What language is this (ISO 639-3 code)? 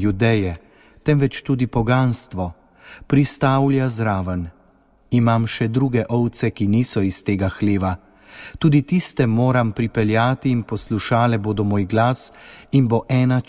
slv